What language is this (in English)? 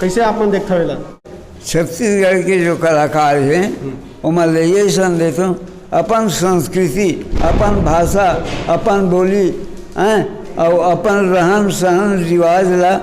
Chhattisgarhi